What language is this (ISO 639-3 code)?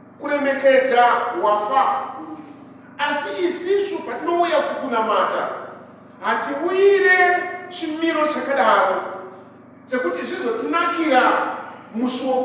sna